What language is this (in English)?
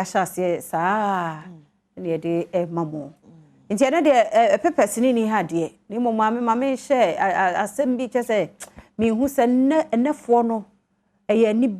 Akan